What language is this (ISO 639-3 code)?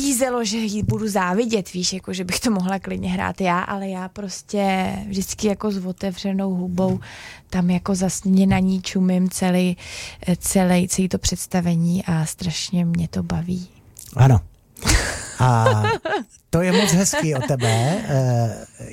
ces